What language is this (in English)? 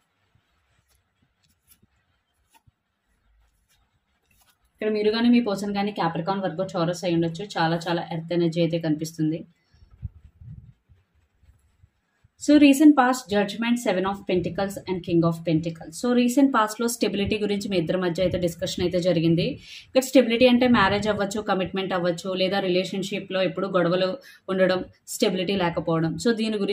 Telugu